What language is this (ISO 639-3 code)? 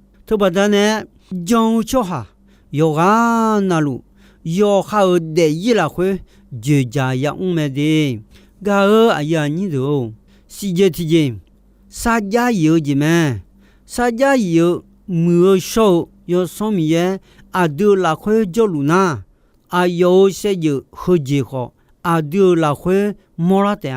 ahk